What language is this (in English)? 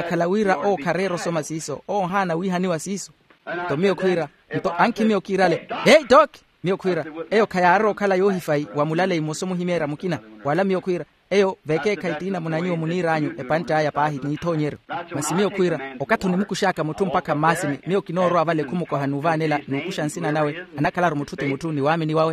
Makhuwa